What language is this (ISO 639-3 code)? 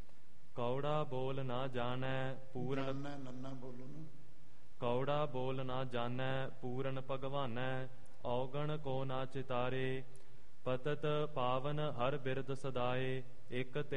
pan